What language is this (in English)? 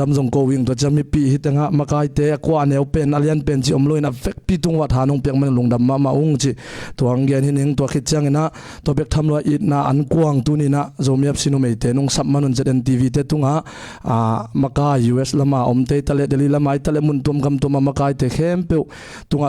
Tedim Chin